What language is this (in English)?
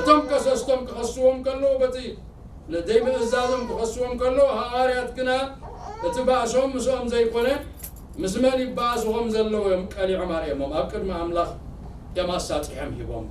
Tigrinya